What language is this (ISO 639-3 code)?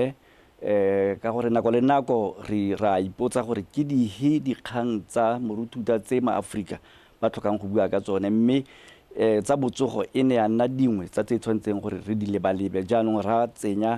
tsn